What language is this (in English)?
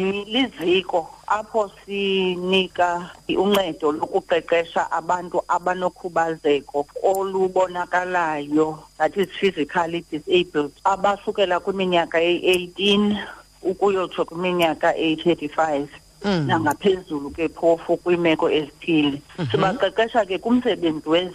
Xhosa